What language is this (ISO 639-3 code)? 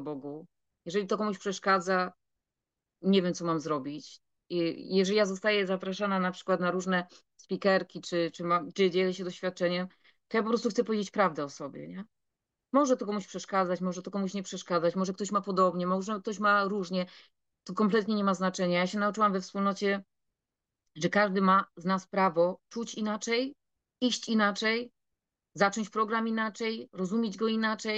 pol